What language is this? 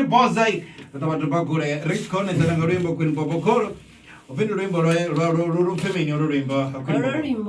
Venda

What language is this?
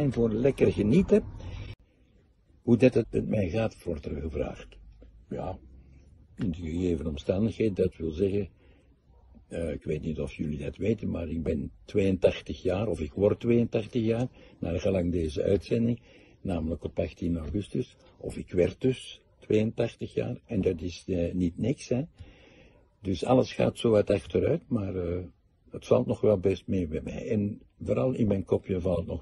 Dutch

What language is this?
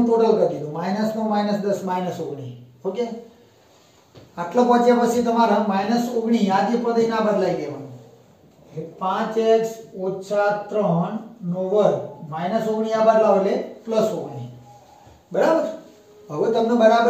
Gujarati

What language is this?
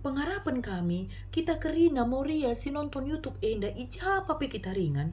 Batak Karo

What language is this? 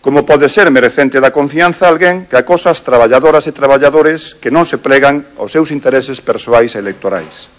Galician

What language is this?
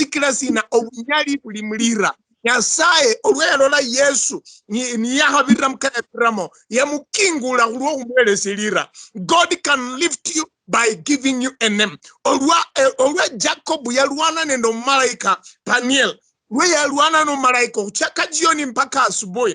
Luyia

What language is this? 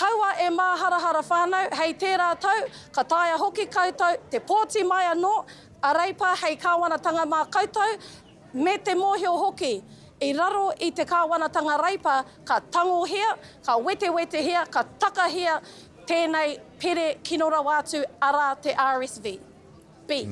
Māori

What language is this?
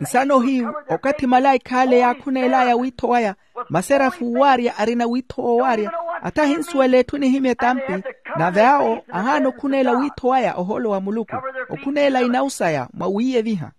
Makhuwa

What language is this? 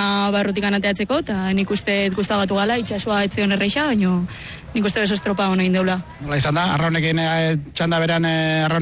Basque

